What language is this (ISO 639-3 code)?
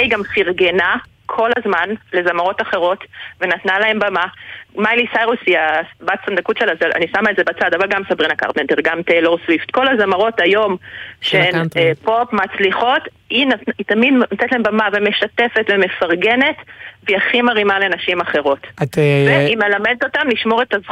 heb